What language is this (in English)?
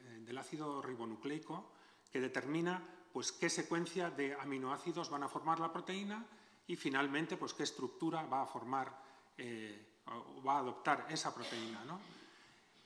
Spanish